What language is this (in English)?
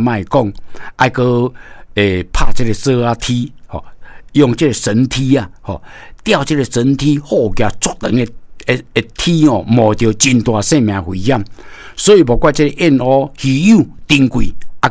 Min Nan Chinese